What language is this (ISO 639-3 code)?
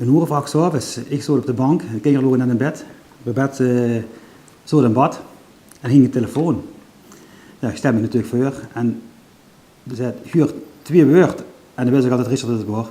lim